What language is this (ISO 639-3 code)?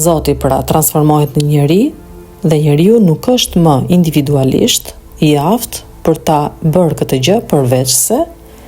sqi